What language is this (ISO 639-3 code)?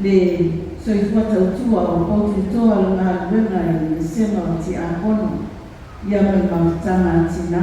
smo